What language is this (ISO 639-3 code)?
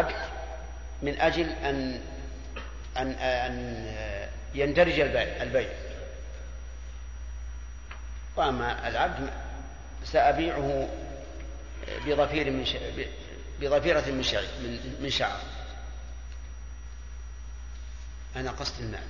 ara